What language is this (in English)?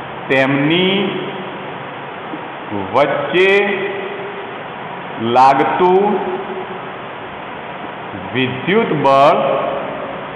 Gujarati